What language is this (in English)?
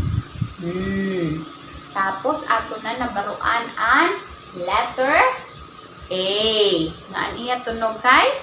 Waray